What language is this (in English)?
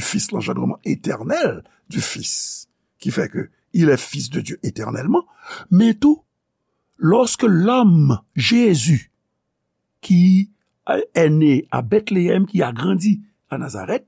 Haitian Creole